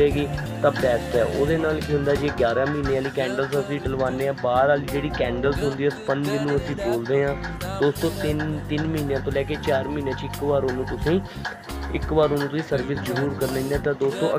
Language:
Punjabi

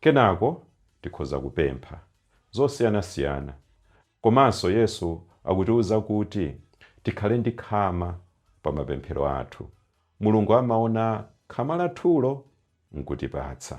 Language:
Nyanja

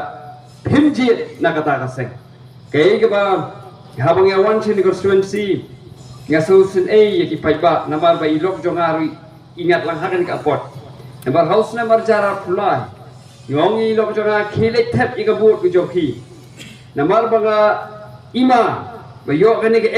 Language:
Khasi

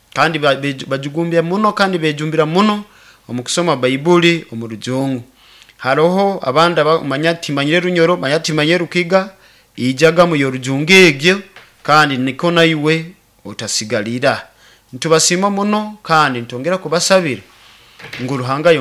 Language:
Nyoro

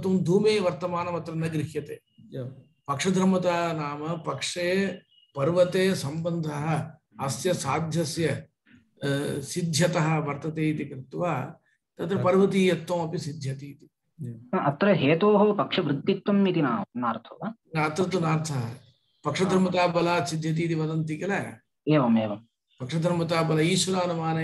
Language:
Sanskrit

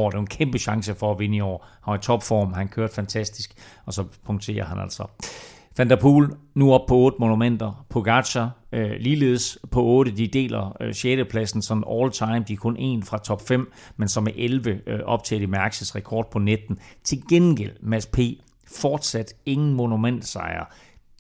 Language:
Danish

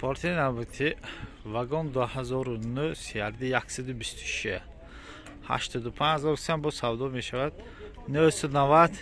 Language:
Tajik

